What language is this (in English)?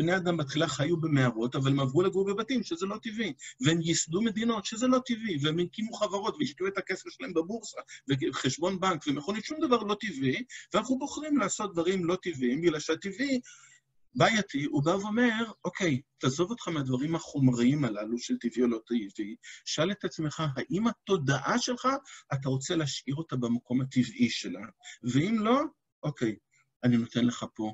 Hebrew